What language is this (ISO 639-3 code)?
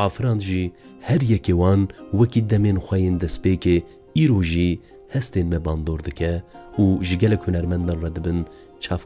kur